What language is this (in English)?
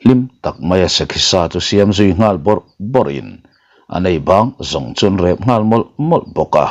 Mizo